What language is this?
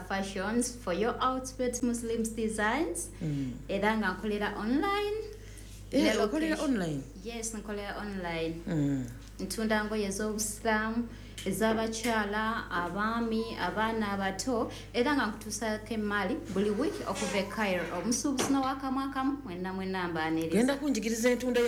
Ganda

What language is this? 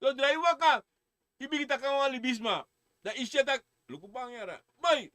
Sranan Tongo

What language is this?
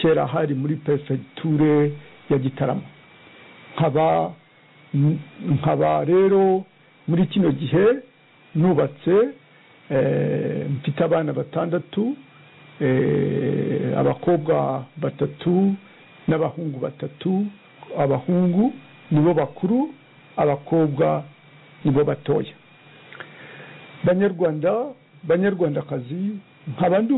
Kinyarwanda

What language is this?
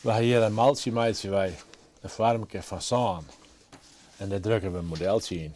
Western Frisian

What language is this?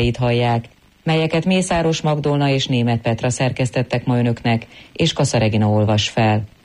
Hungarian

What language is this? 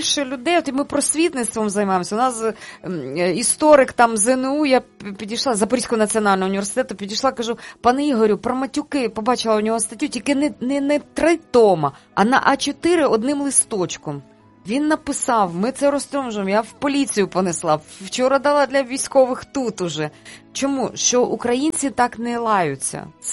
Ukrainian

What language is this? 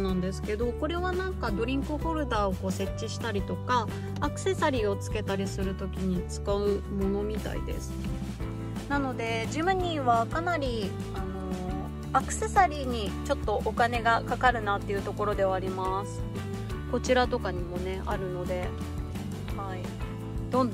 Japanese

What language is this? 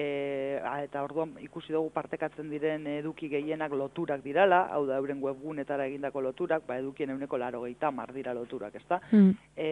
Basque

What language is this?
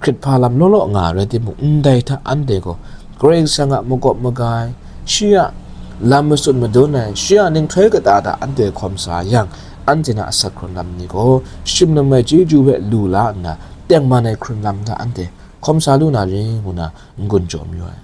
Kachin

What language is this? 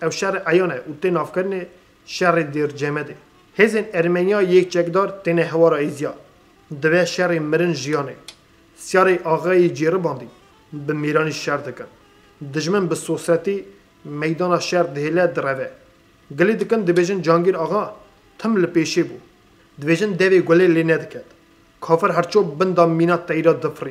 Kurdish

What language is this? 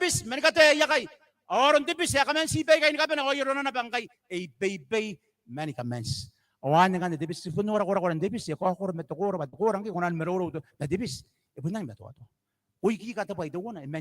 Gilbertese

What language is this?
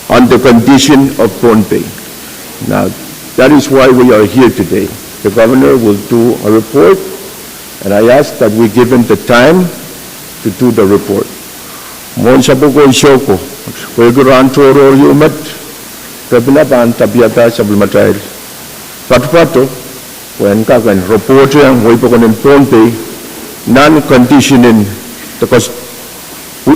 Pohnpeian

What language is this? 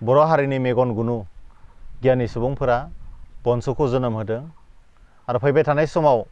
Bodo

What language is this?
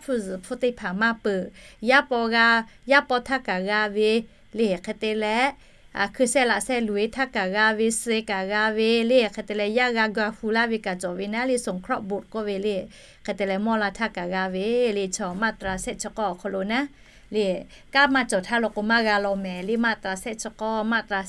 Lahu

